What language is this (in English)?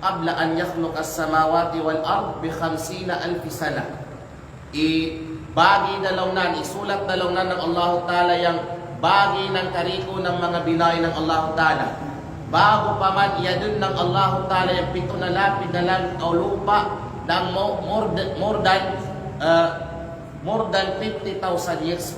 Kalagan